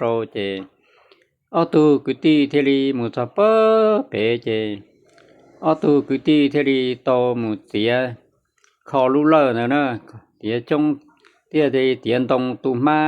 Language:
Hmong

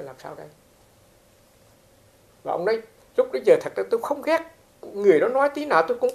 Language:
Vietnamese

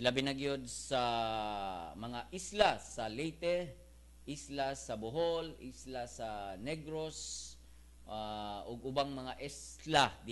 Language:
Cebuano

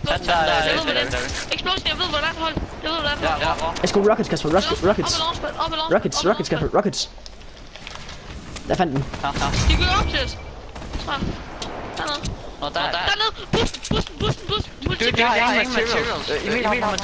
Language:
Danish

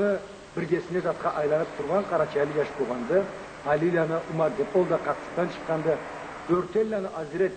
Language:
Karachay-Balkar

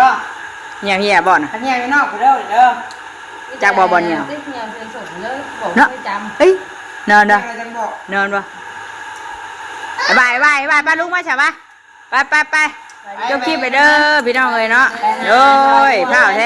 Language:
Northeastern Thai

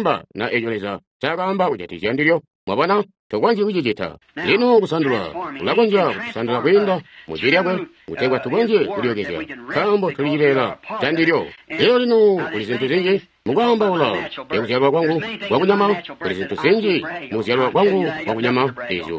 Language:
Tonga (Zambia)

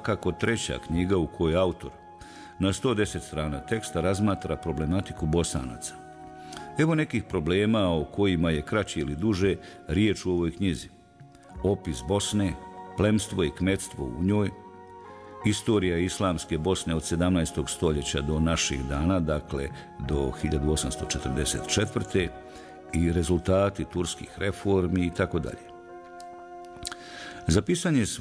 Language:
Bosnian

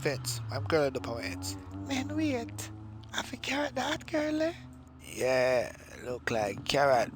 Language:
Jamaican Creole English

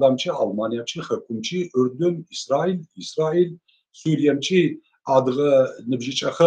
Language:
Adyghe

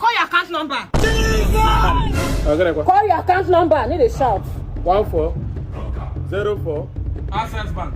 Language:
Nigerian Pidgin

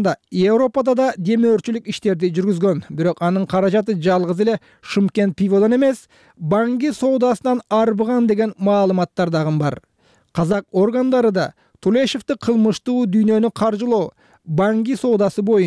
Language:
Kyrgyz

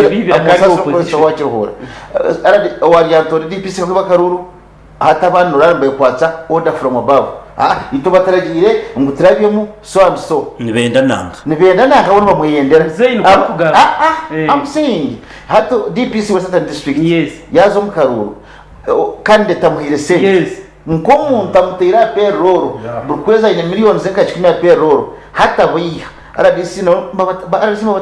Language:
Nyankole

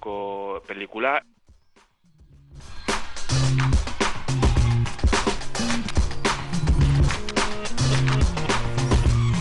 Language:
Basque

